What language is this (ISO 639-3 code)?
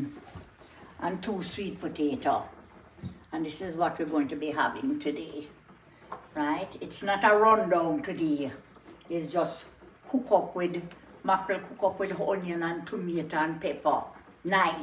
jam